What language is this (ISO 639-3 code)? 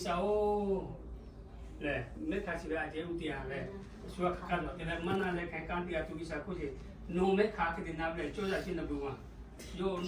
lhu